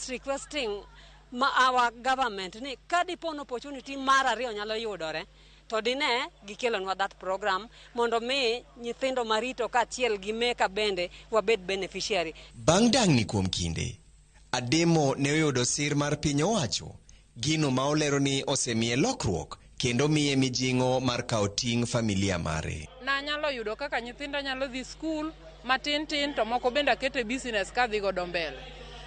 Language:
Luo (Kenya and Tanzania)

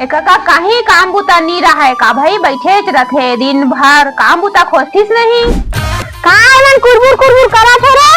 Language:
Chhattisgarhi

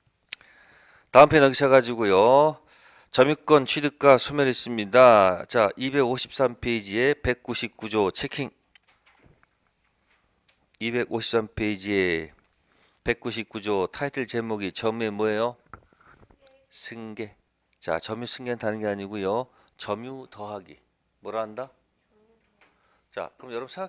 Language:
Korean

